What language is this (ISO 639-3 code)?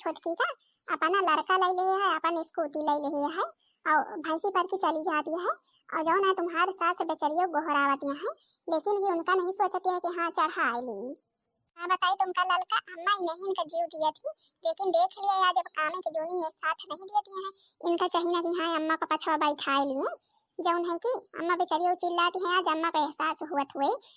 awa